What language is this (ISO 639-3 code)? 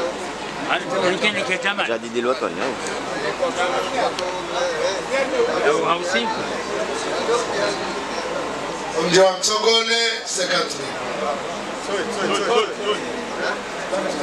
swa